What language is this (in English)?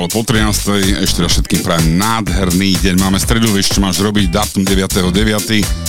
Slovak